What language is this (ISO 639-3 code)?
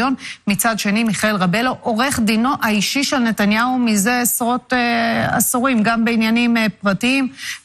heb